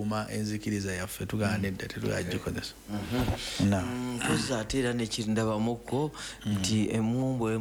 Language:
Ganda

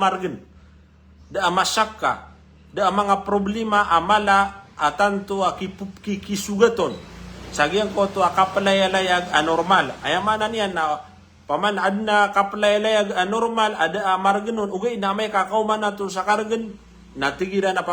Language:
Maranao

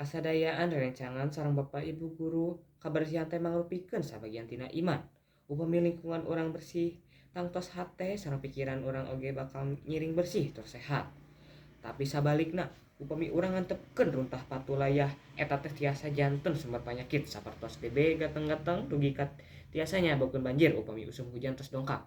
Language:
Sundanese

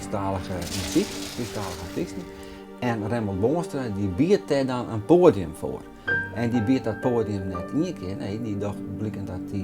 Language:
Western Frisian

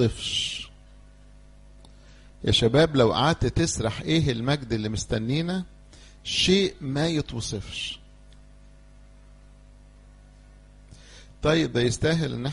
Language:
Egyptian Arabic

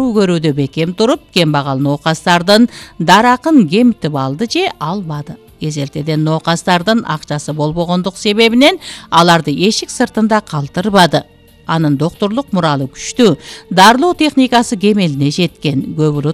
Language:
Kyrgyz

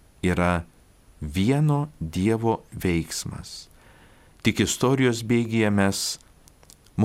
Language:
Lithuanian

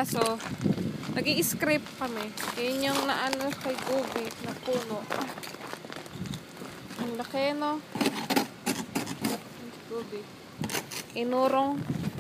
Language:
Filipino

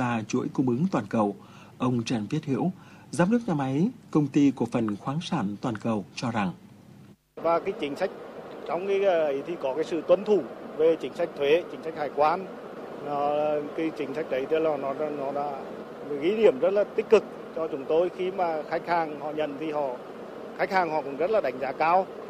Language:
Vietnamese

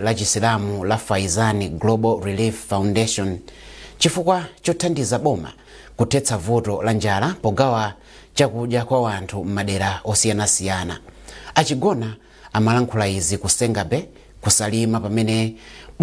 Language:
Nyanja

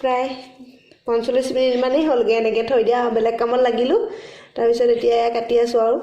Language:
Assamese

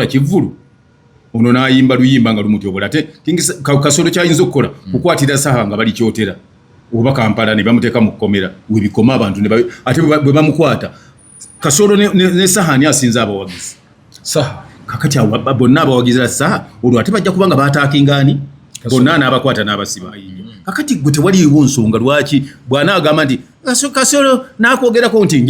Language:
Ganda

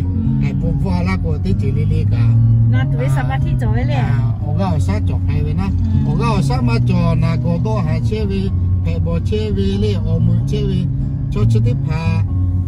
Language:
Lahu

